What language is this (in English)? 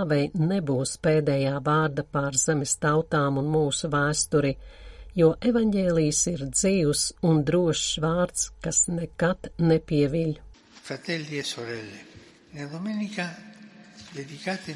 Latvian